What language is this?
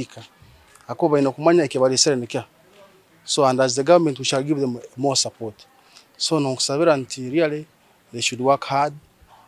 Nyankole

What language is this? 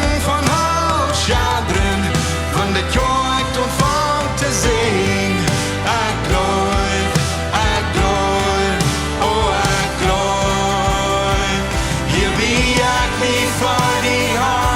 Plautdietsch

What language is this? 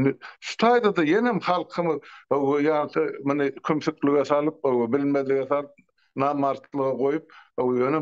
Turkmen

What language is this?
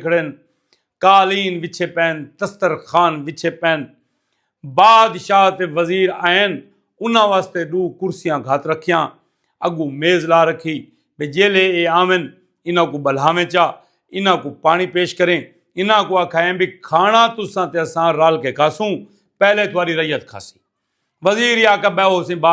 Saraiki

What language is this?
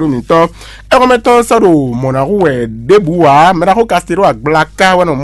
Fon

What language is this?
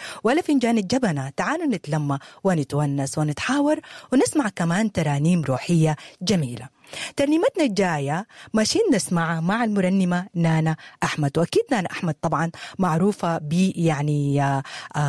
Sudanese Arabic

